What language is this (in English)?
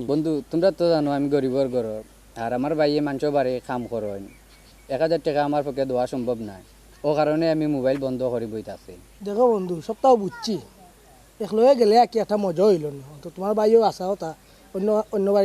Sylheti